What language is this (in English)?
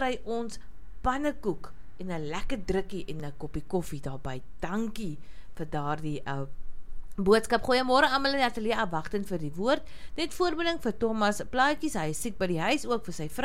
Afrikaans